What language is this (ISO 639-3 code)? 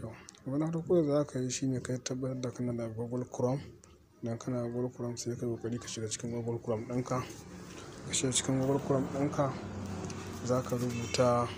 hau